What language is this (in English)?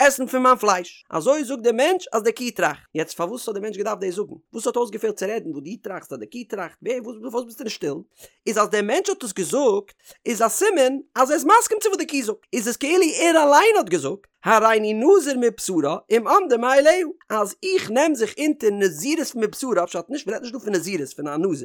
Yiddish